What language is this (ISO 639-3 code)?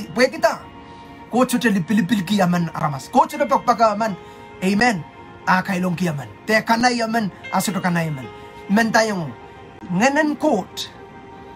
pon